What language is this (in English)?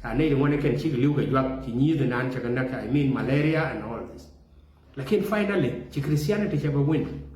Nuer